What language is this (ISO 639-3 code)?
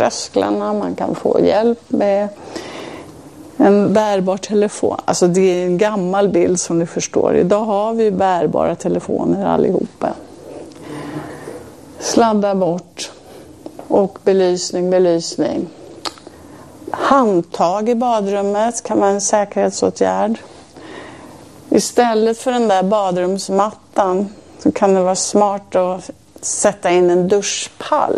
swe